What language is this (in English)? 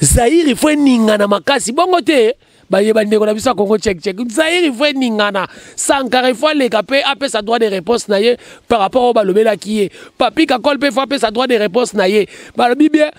Lingala